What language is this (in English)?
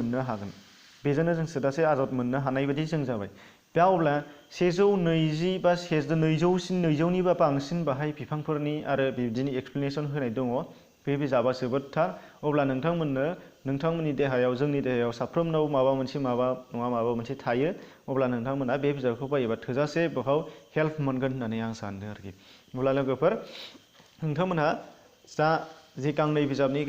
Bodo